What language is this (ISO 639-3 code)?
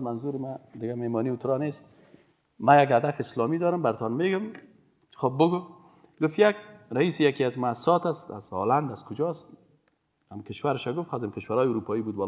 fas